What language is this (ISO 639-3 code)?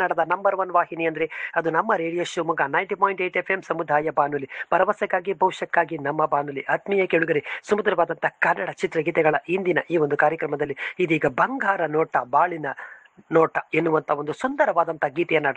kan